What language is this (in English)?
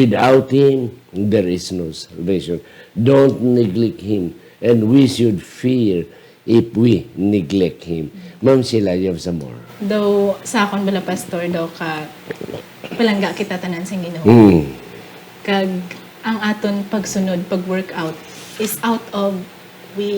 Hiligaynon